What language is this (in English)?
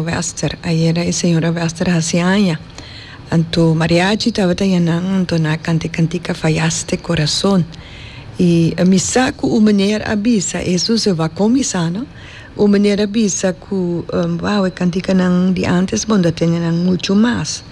Papiamento